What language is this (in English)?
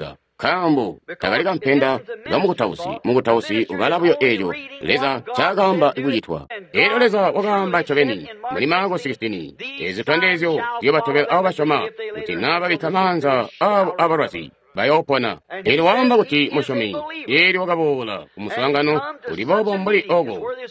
Tonga (Zambia)